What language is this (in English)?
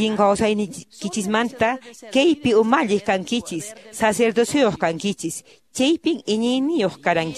Quechua